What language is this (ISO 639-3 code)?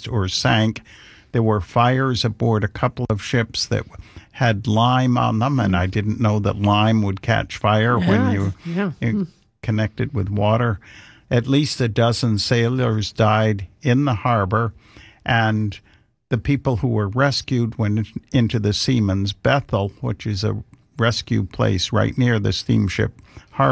eng